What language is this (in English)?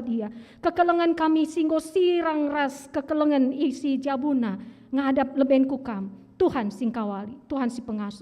Batak Karo